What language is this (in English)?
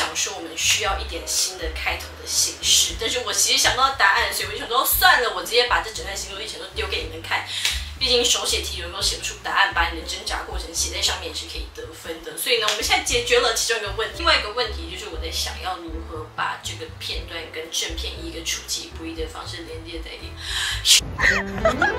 Chinese